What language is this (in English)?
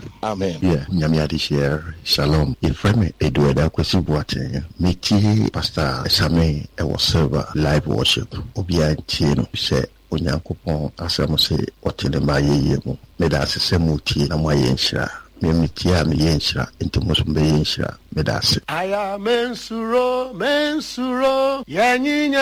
Akan